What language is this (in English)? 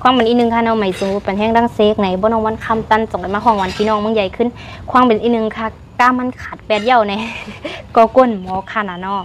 Shan